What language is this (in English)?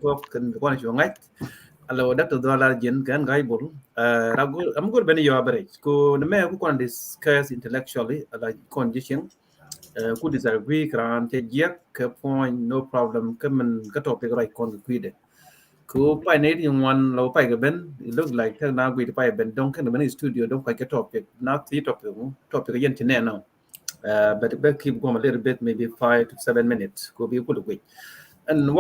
Nuer